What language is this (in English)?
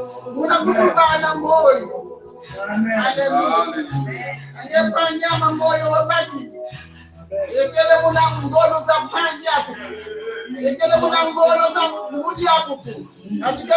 Kongo